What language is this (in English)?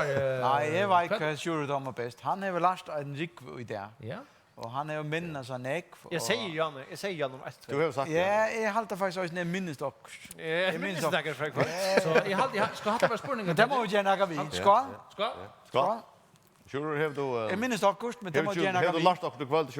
Faroese